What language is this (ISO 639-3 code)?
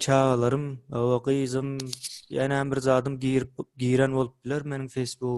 tuk